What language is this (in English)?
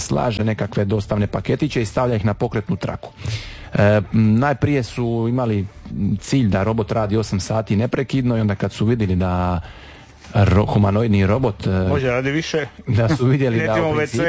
Croatian